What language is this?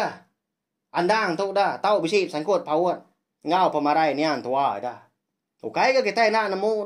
Iban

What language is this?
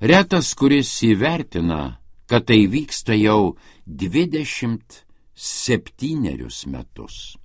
Lithuanian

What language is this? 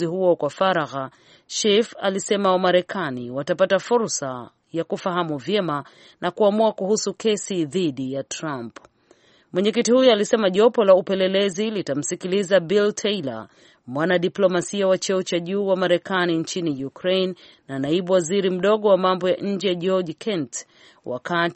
Swahili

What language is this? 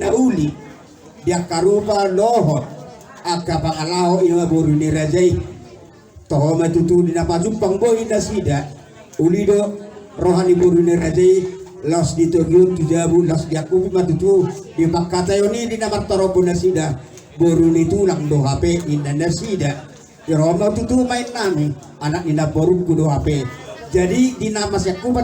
Batak Toba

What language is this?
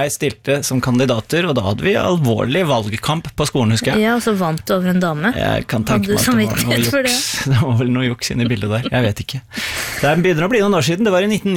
Norwegian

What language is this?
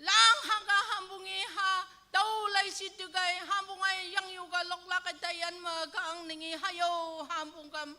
Naga Pidgin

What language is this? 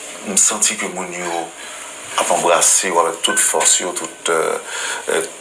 Haitian Creole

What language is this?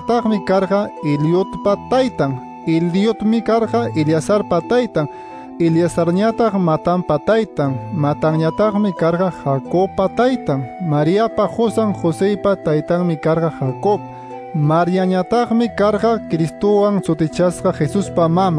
Quechua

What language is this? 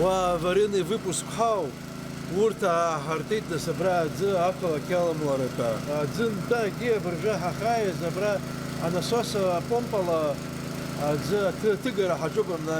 Abkhazian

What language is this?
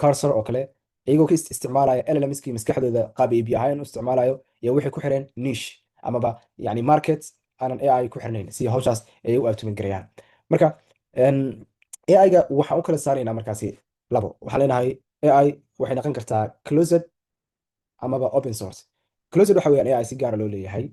Somali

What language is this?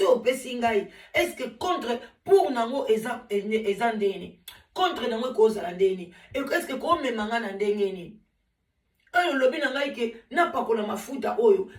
Lingala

